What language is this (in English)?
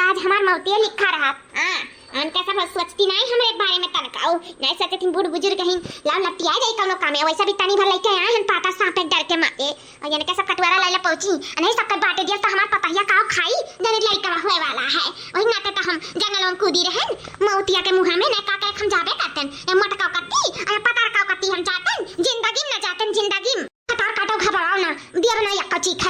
Awadhi